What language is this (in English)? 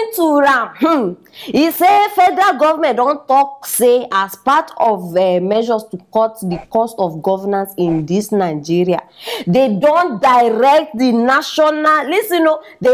Nigerian Pidgin